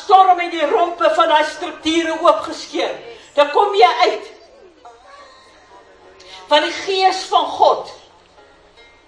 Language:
Afrikaans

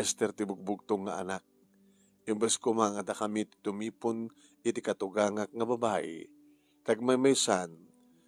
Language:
Iloko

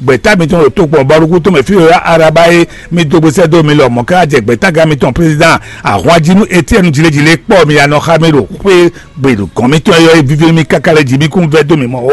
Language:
Fon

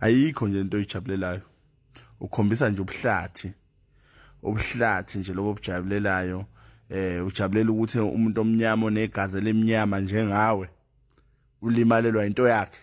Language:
Zulu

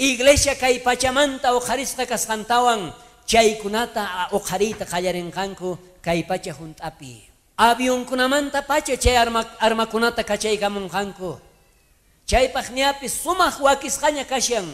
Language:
South Bolivian Quechua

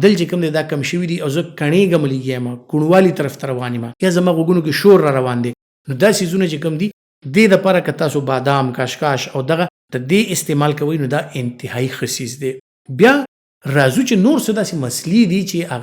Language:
Pashto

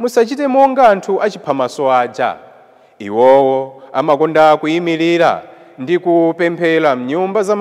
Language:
Nyanja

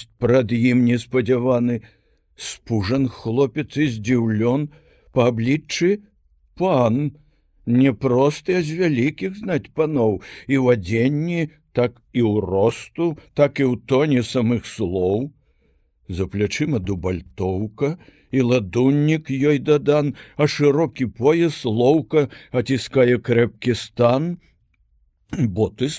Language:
Belarusian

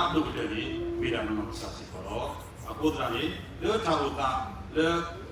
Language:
S'gaw Karen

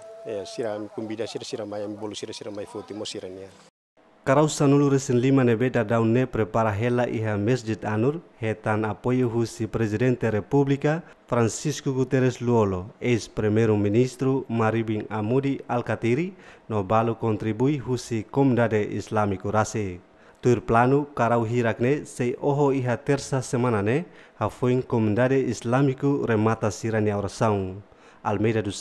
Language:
Tetum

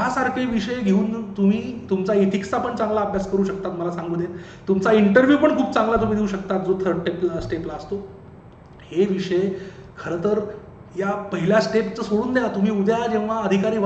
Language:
Marathi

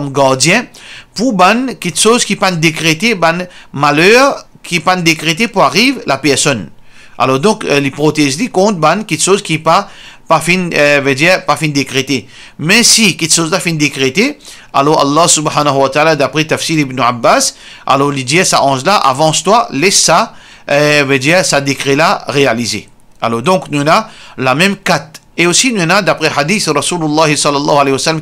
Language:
Morisyen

